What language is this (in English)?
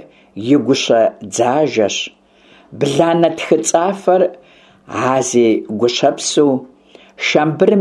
Kabardian